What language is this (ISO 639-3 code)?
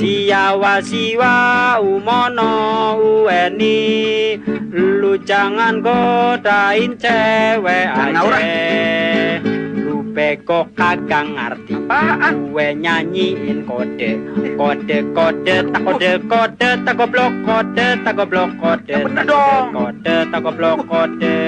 bew